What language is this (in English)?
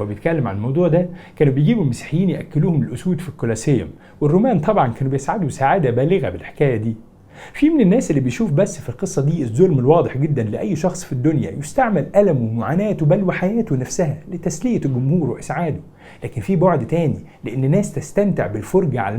Egyptian Arabic